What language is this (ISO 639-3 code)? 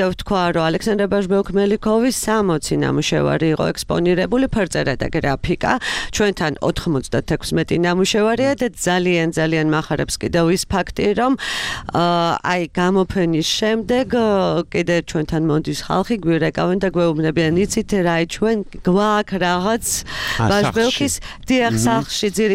kat